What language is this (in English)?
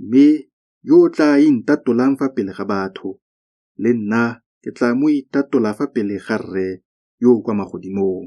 Tswana